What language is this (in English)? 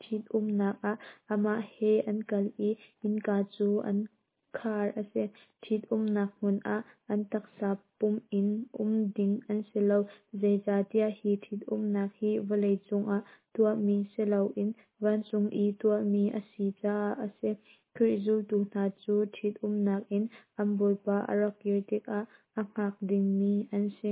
Hakha Chin